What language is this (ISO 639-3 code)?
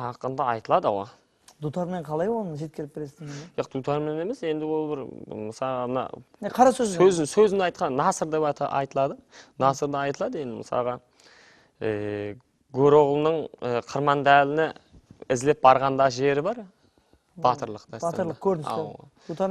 kaa